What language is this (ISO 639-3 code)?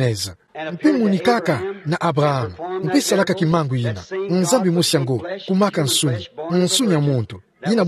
ktu